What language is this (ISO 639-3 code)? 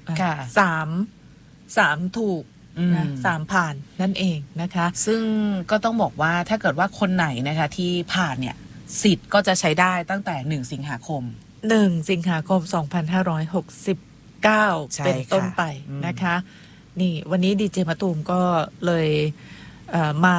tha